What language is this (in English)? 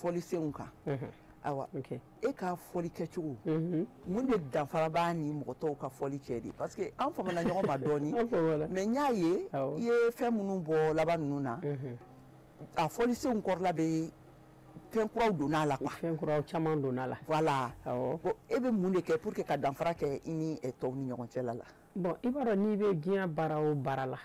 Bambara